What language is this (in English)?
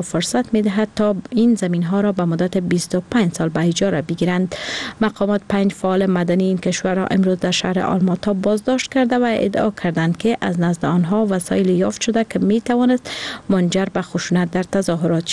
Persian